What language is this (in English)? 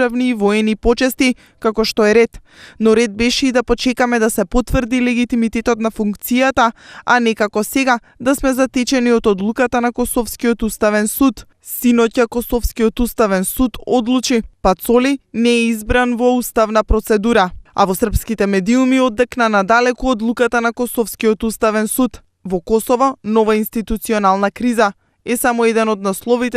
Macedonian